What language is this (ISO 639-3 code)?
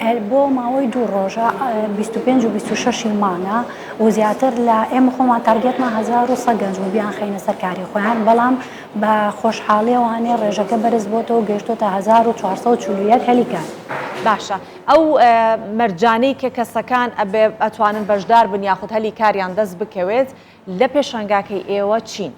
ckb